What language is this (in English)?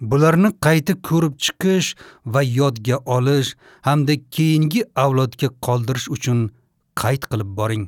Uzbek